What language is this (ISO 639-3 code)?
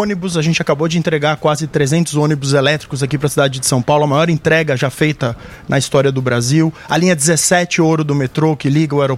por